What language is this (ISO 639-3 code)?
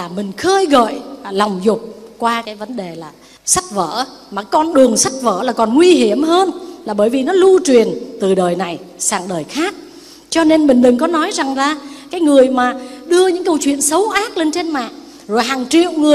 vie